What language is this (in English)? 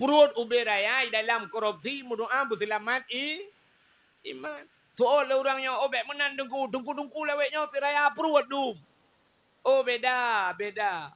Achinese